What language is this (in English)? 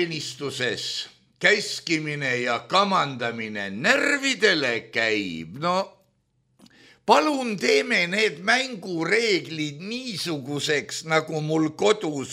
Estonian